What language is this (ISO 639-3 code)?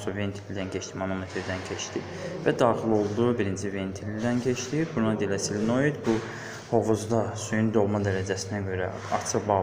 aze